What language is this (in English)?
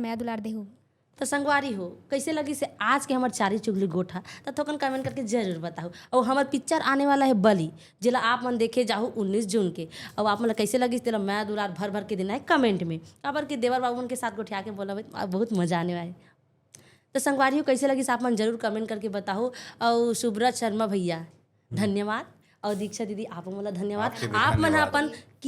Chhattisgarhi